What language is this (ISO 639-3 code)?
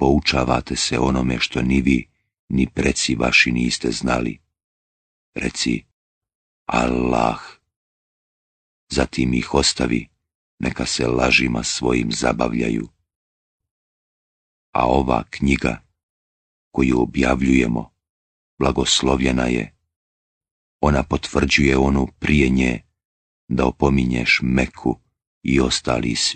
bos